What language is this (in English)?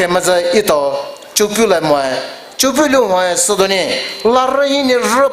Poumei Naga